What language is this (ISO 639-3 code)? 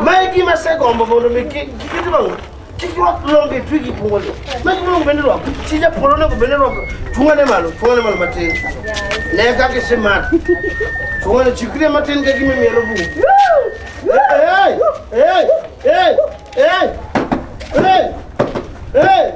luo